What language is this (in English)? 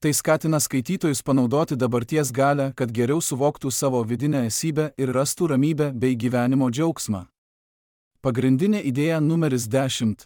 Lithuanian